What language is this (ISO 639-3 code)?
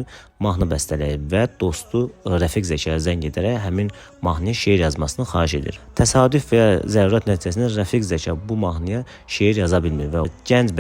aze